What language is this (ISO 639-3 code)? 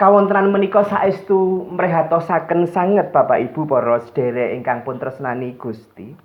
jav